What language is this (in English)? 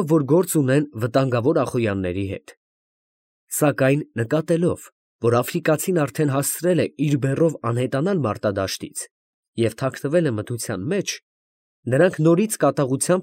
Armenian